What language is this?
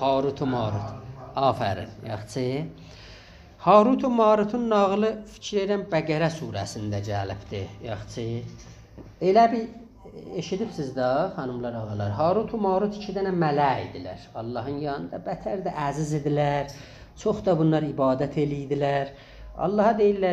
South Azerbaijani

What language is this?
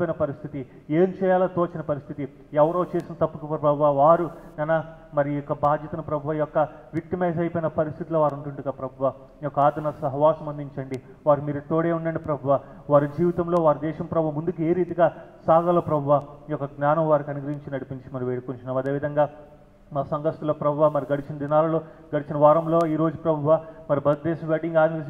Telugu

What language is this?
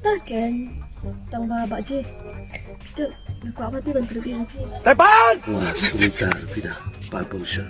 Khasi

